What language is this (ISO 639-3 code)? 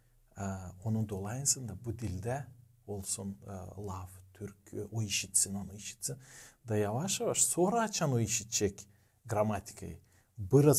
gag